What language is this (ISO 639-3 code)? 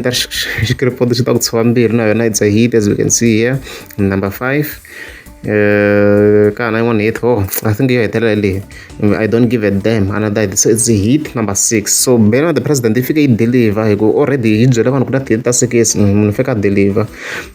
tso